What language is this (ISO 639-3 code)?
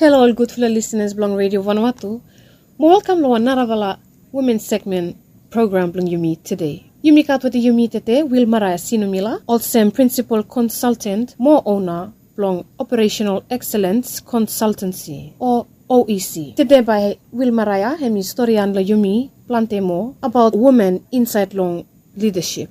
bis